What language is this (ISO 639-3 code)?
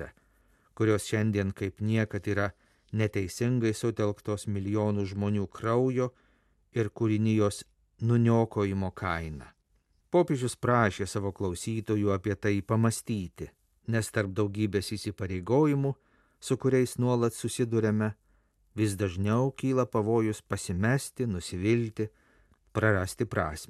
lit